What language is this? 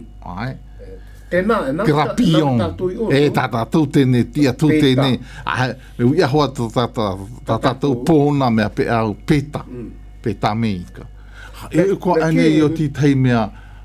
Malagasy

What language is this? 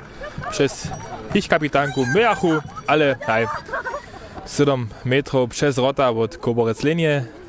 Upper Sorbian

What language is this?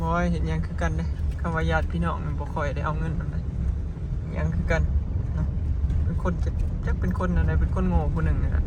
Northeastern Thai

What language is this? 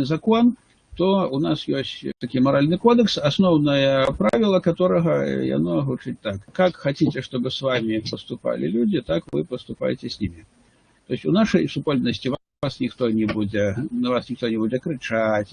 Belarusian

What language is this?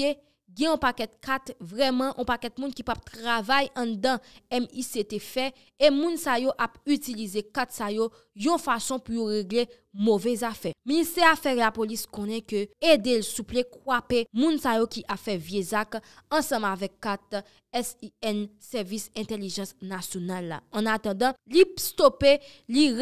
Haitian Creole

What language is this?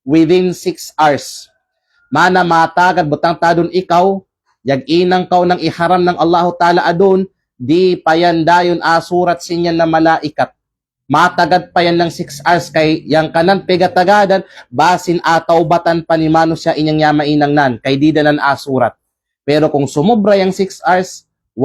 Kalagan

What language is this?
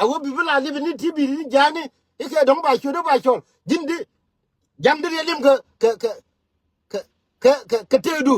Nuer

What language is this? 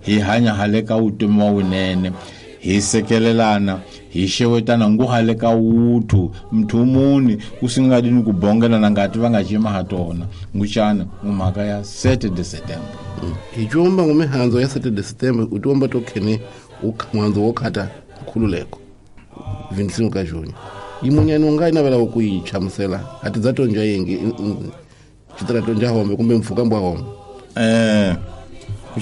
Tsonga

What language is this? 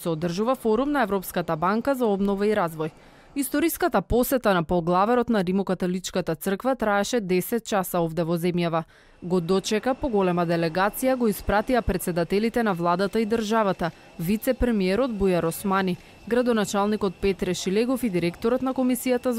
Macedonian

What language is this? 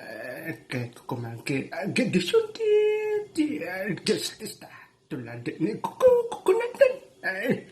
Iloko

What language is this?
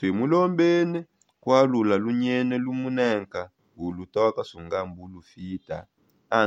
Songe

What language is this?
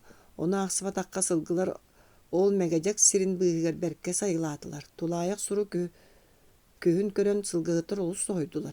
Yakut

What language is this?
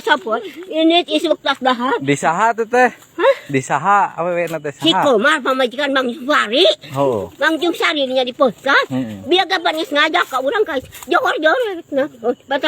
Sundanese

